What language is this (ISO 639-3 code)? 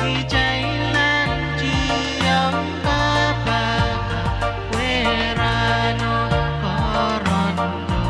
pon